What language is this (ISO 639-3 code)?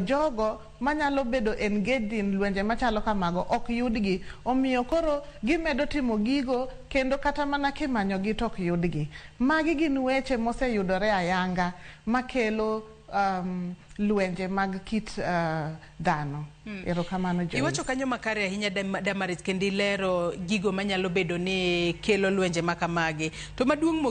luo